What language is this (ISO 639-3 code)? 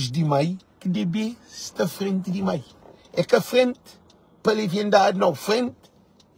kea